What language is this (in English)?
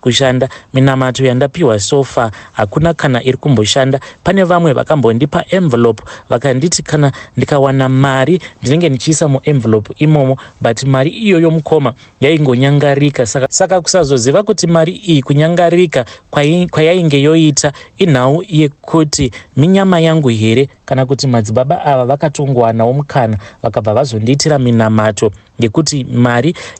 Shona